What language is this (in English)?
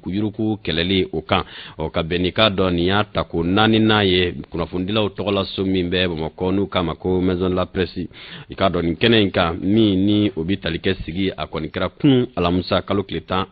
Bambara